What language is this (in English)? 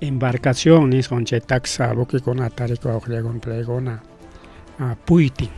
Ayacucho Quechua